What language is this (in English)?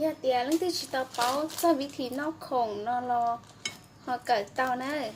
Hmong